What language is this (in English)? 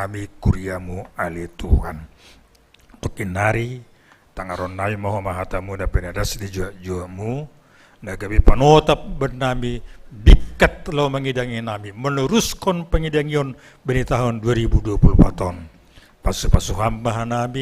Batak Simalungun